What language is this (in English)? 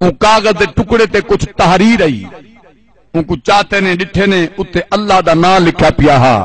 Saraiki